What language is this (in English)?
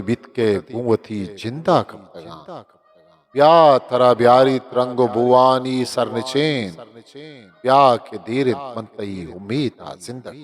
Eastern Balochi